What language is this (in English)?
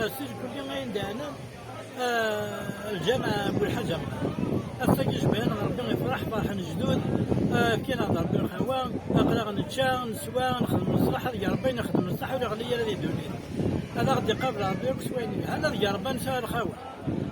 Kabyle